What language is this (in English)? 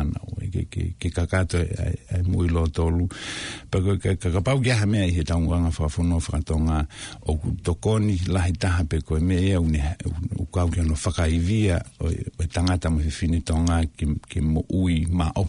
Tongan